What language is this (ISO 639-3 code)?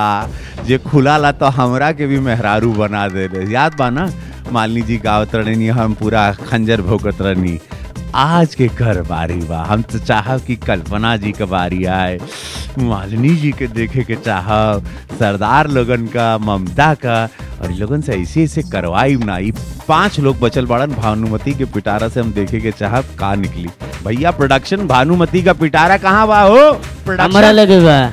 bho